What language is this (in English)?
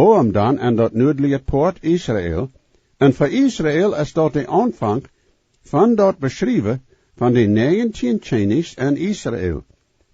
Plautdietsch